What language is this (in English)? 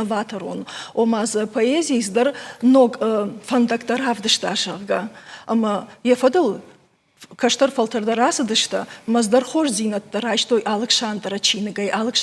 Ossetic